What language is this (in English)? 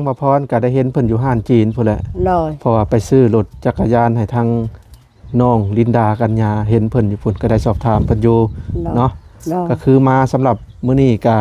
Lao